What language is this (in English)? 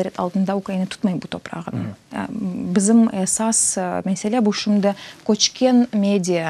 Crimean Tatar